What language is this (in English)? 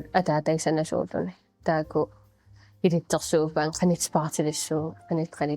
Kalaallisut